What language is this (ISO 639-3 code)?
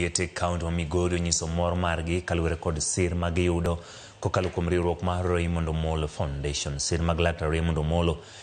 luo